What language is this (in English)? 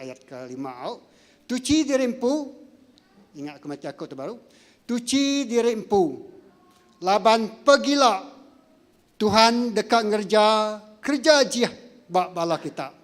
Iban